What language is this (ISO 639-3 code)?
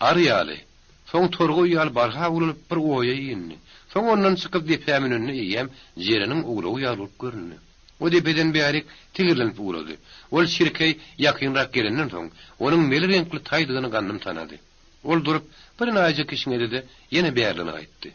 tuk